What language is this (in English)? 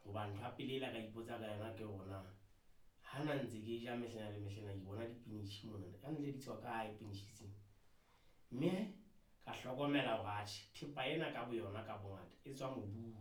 Southern Sotho